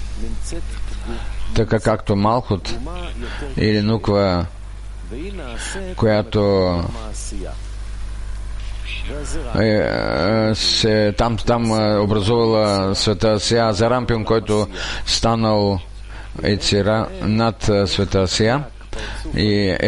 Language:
Bulgarian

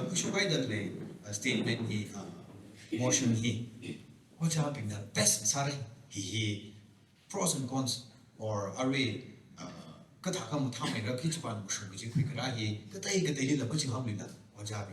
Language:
Tangkhul Naga (India)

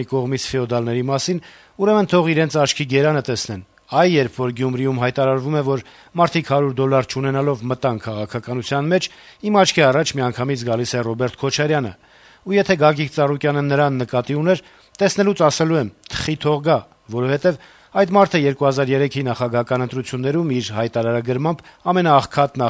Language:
Armenian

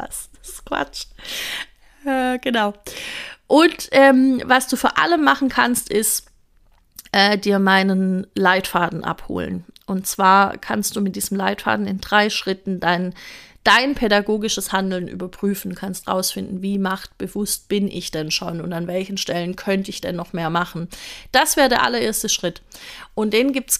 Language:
German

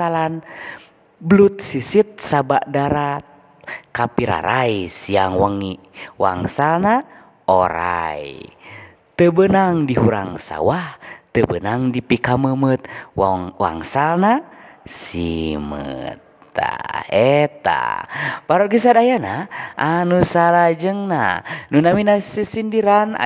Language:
Sundanese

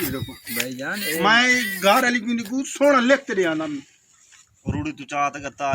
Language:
Saraiki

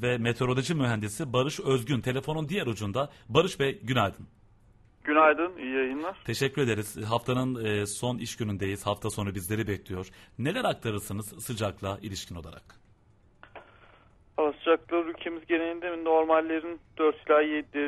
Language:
Turkish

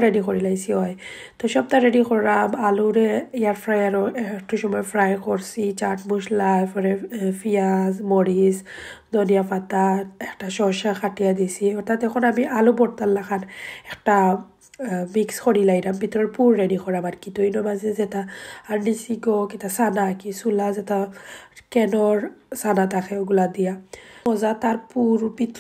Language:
Sylheti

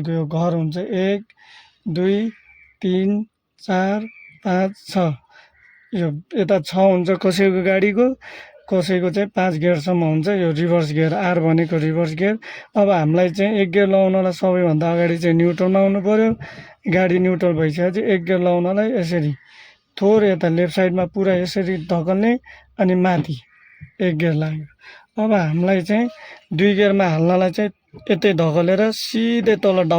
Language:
Nepali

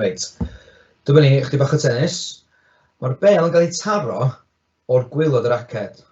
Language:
Welsh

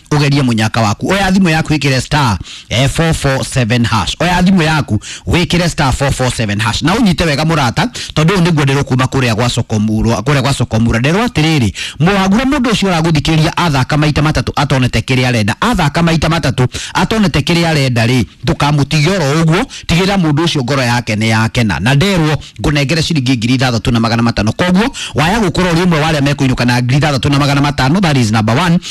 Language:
Kikuyu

